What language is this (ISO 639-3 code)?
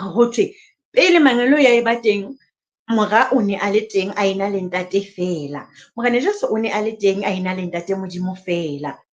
sot